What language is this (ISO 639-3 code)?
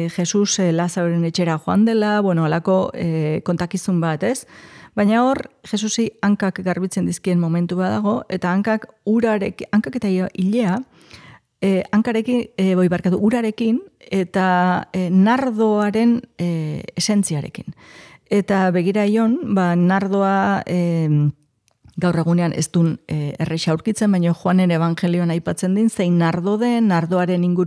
eus